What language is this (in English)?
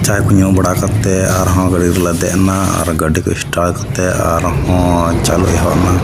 Santali